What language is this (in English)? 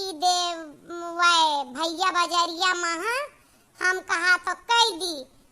Awadhi